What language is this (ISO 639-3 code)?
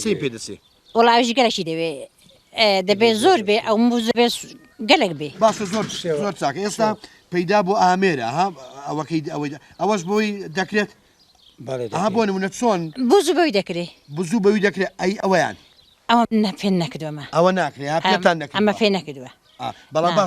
ckb